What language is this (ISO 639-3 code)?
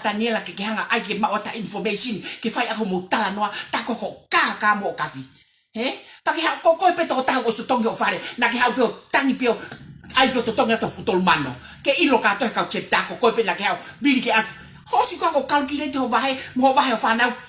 ton